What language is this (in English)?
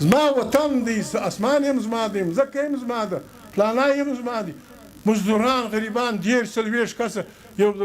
Pashto